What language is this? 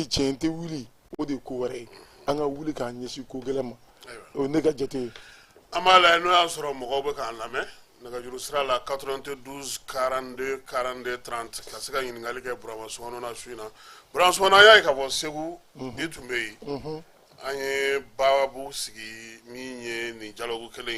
Bambara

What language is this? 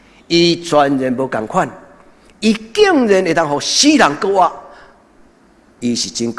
Min Nan Chinese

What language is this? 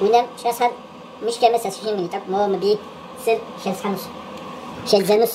Kabardian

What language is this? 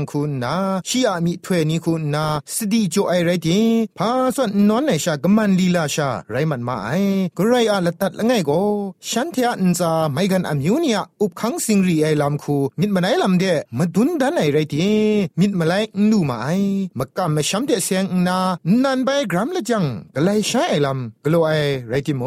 Thai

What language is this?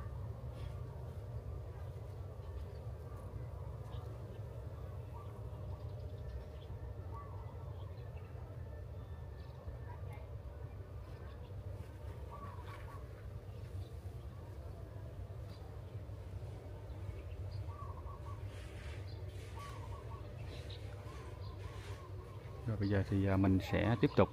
Vietnamese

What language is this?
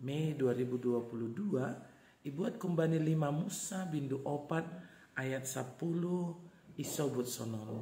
Batak Simalungun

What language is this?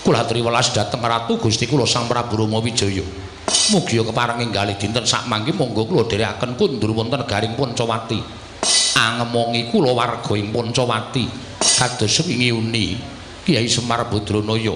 Javanese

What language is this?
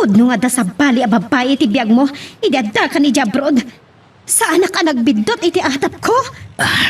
Iloko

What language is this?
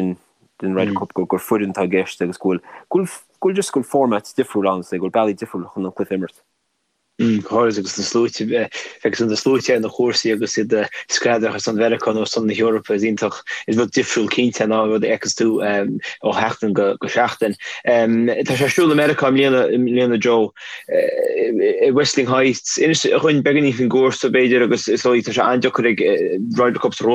Irish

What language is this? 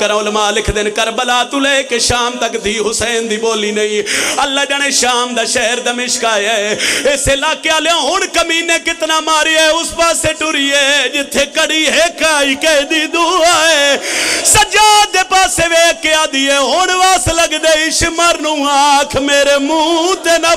Pahari-Potwari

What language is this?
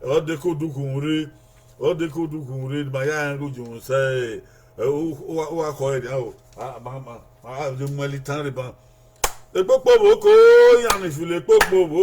Bini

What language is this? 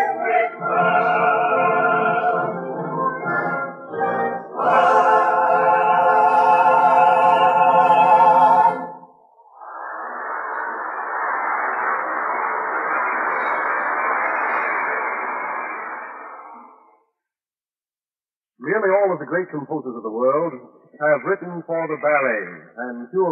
English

